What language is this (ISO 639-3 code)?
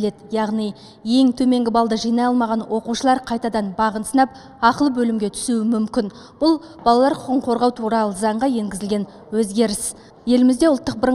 kaz